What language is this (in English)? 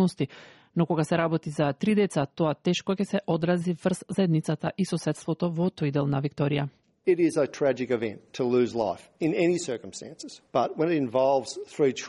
Macedonian